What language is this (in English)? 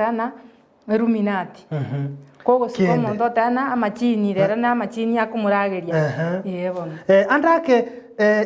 Gusii